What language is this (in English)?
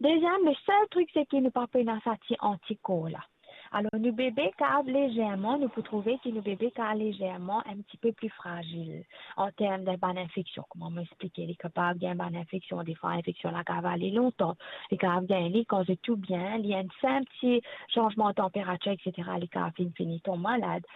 Morisyen